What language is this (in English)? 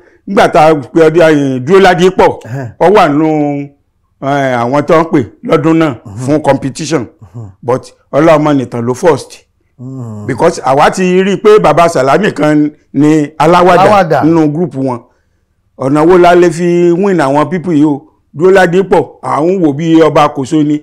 Yoruba